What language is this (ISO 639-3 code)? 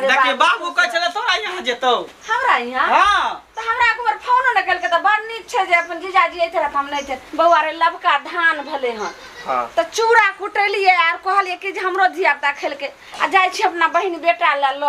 mai